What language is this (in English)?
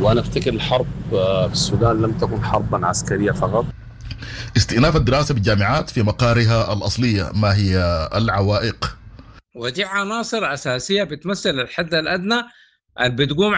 Sudanese Arabic